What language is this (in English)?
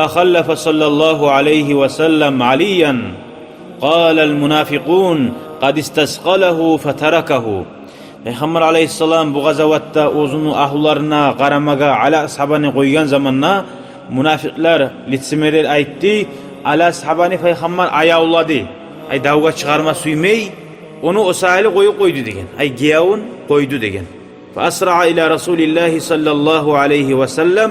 Kumyk